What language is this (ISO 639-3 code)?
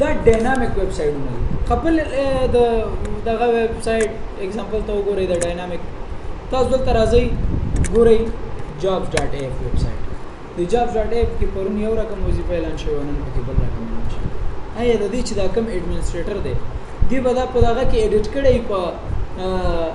pus